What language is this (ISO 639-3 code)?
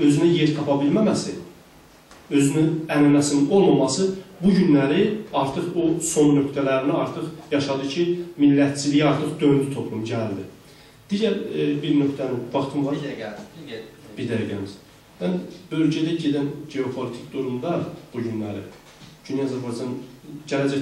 azb